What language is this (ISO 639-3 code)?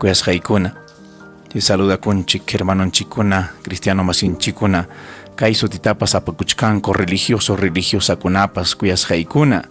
quy